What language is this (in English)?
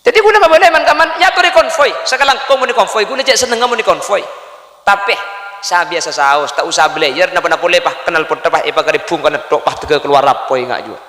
Madurese